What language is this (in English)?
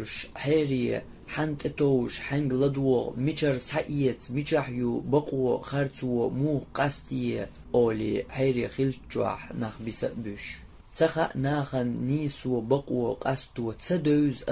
Chechen